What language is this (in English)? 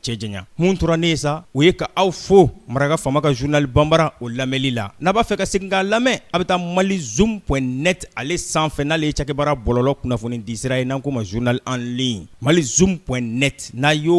Bambara